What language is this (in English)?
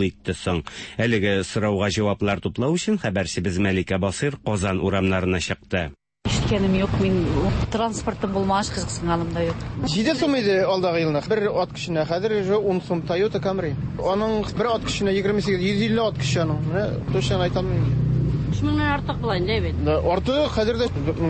Tatar